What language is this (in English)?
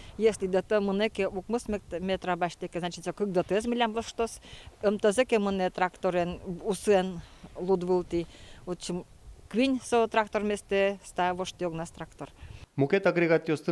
Udmurt